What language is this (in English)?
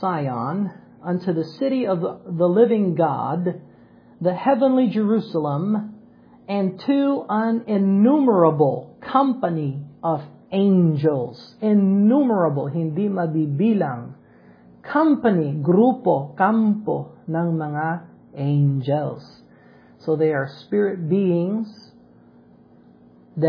Filipino